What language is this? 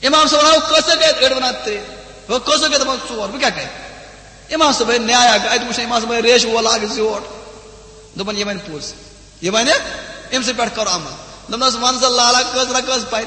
Kashmiri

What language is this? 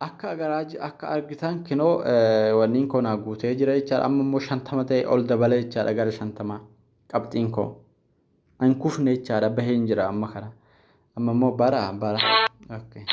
Oromo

